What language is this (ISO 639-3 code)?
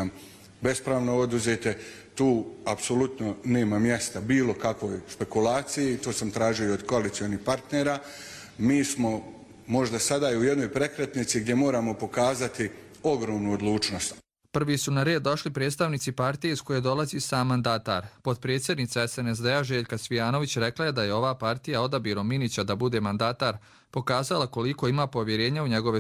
hrv